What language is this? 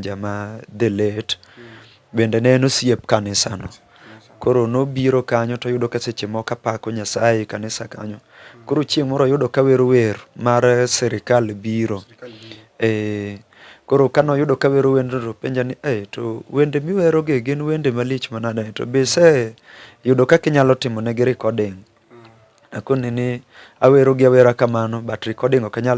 Luo (Kenya and Tanzania)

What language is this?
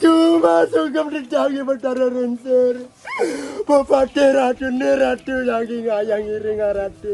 Balinese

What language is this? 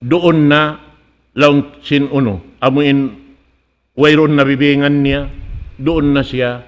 Tausug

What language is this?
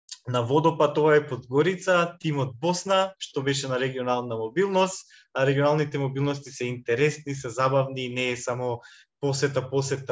Macedonian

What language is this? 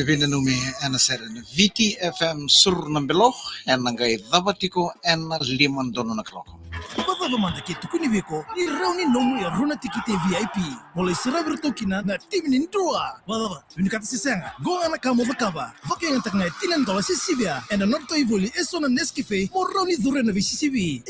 Fijian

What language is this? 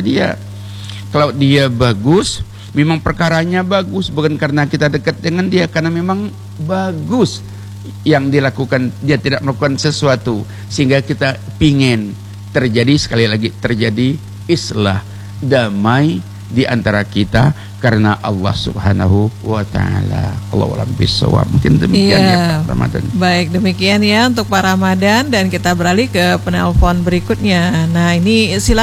Indonesian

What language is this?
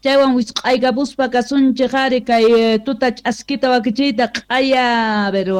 Quechua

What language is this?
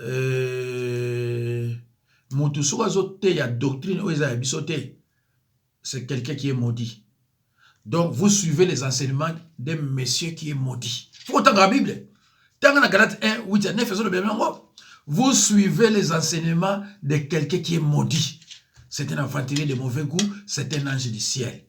Lingala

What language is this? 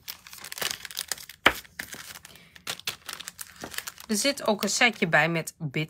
Dutch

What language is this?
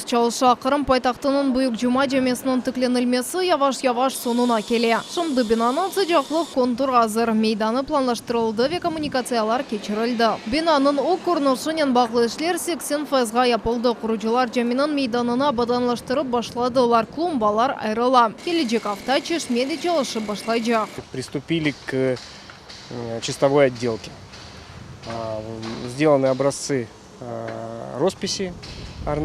Crimean Tatar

